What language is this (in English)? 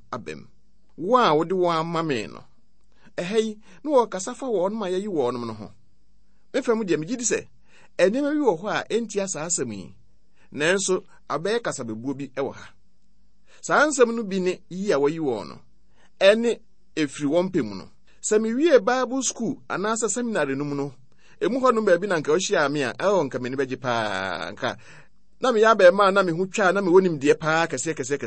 Akan